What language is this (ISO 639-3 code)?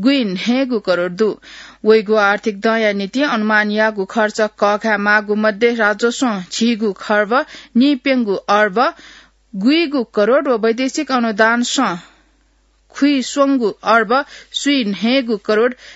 new